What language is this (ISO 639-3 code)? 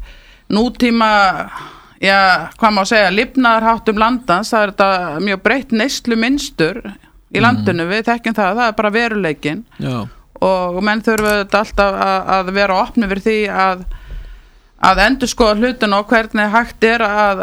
isl